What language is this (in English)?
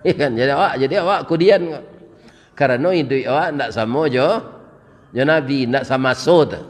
Minangkabau